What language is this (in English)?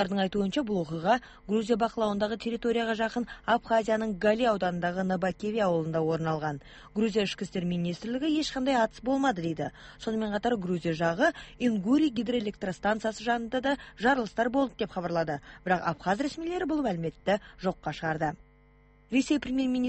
Kyrgyz